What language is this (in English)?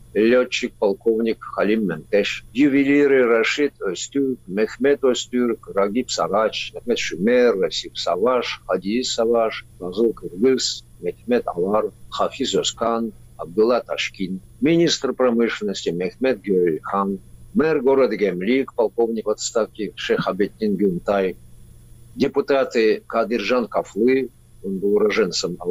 Russian